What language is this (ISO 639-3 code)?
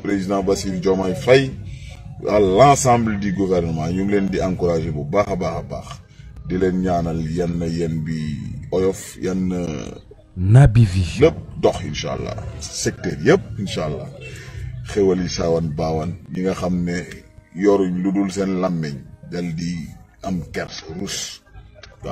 wol